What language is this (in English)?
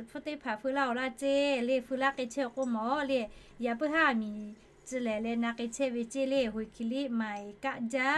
Lahu